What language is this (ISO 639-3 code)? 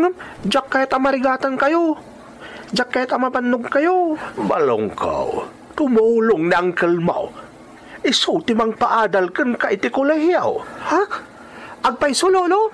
ilo